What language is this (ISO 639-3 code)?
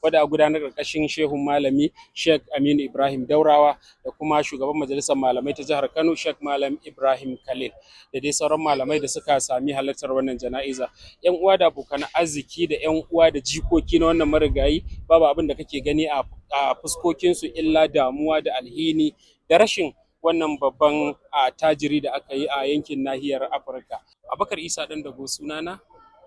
hau